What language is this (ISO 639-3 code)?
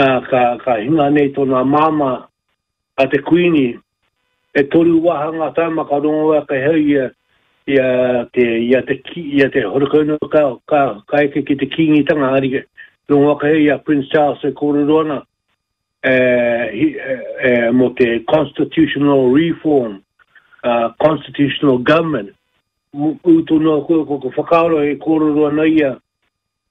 mri